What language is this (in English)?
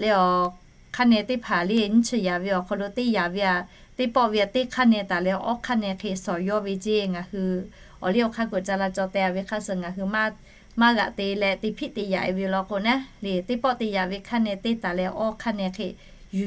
Lahu